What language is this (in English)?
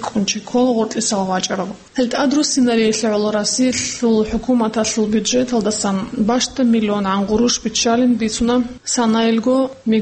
Avaric